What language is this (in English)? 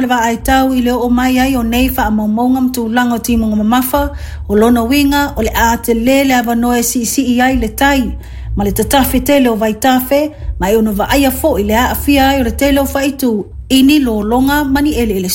Samoan